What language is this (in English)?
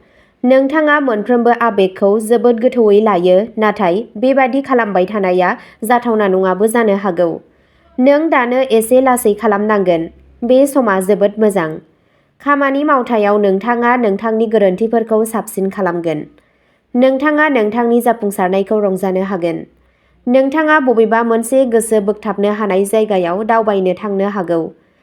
Bodo